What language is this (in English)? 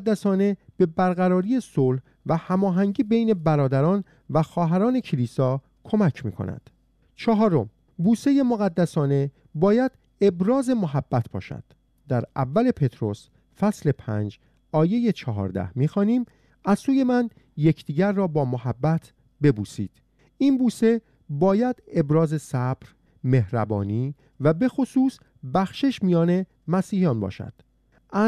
Persian